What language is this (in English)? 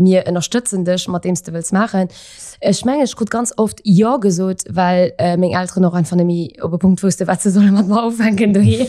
Luxembourgish